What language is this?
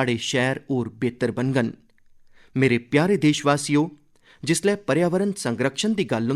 Dogri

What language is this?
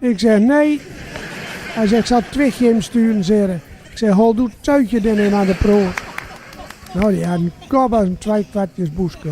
Gronings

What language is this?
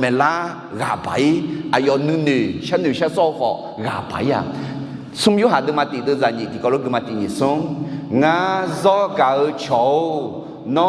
Akha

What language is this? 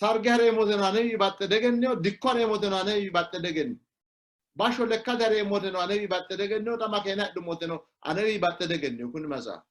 Sidamo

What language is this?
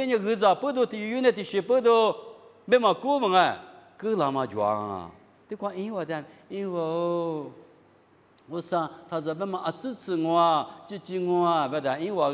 Lisu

